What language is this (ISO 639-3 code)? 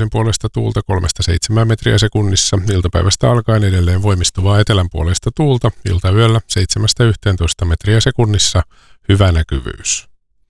fin